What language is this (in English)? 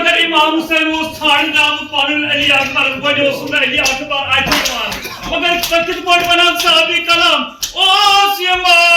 Kashmiri